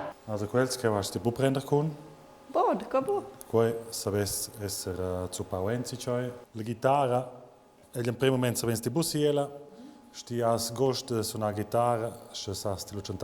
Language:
Romansh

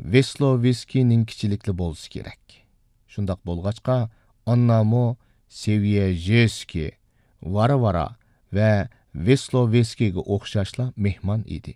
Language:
Uyghur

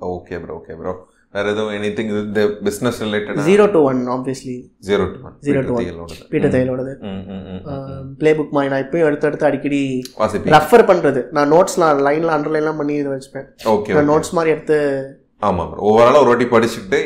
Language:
Tamil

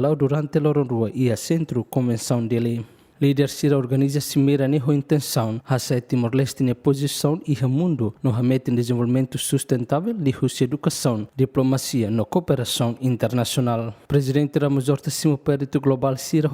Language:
Tetum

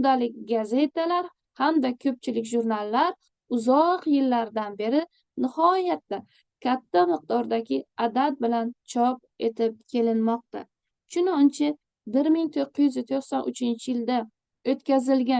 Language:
Uzbek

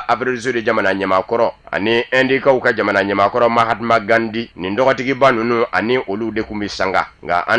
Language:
Bambara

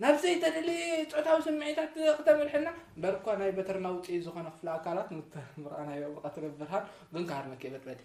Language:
Tigrinya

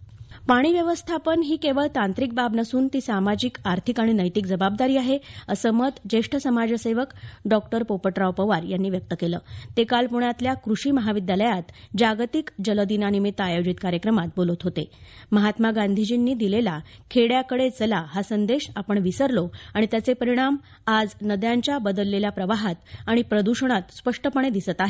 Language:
Marathi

